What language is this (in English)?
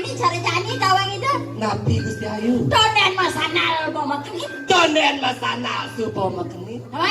Balinese